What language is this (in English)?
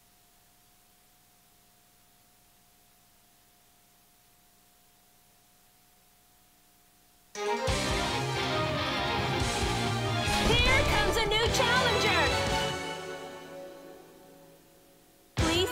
Japanese